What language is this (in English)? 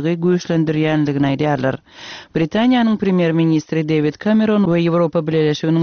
Turkmen